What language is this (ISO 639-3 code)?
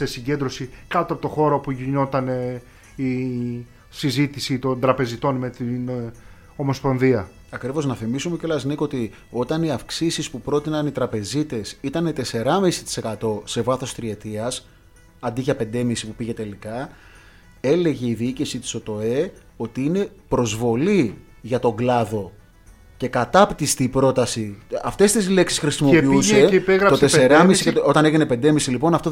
ell